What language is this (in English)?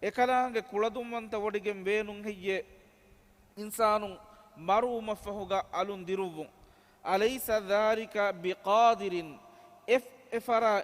Divehi